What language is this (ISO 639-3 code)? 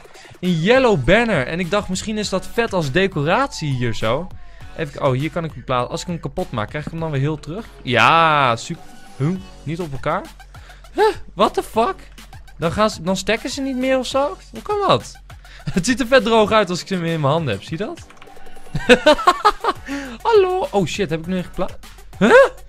nld